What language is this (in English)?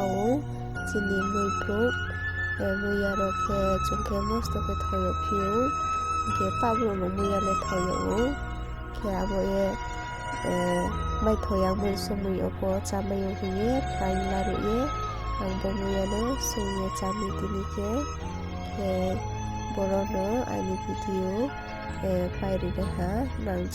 Riang (India)